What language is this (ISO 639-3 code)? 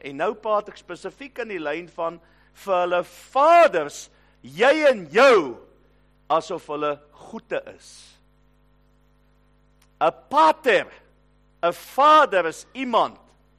afr